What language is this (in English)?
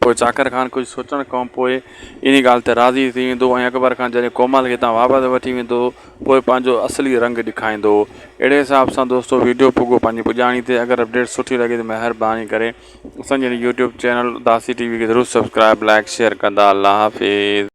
Sindhi